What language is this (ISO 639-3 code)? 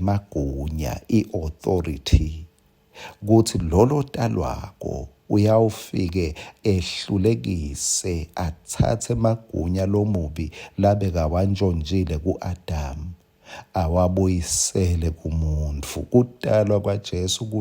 ssw